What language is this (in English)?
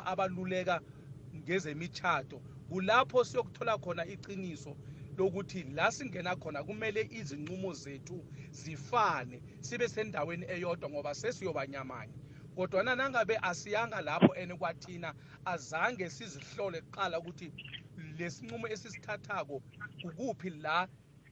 South Ndebele